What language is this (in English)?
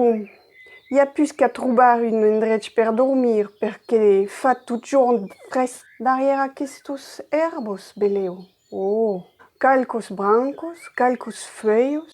Occitan